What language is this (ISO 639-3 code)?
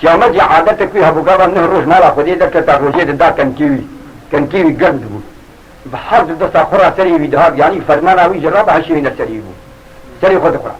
kur